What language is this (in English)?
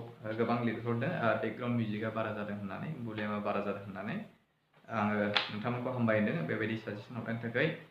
Bodo